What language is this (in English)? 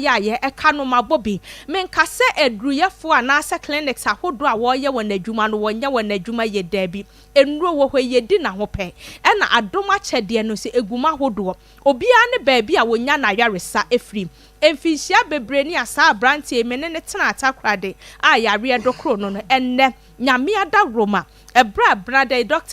Akan